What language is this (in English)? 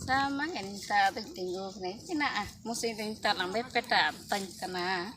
Ho